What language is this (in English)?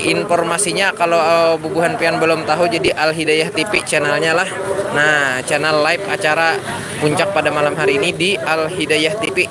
Banjar